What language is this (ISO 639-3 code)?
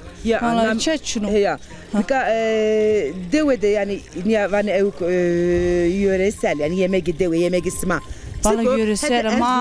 zza